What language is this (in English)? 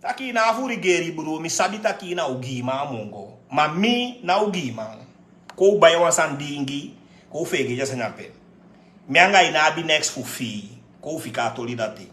Sranan Tongo